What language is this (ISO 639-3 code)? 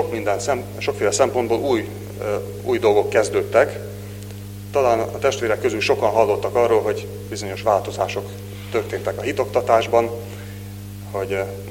hun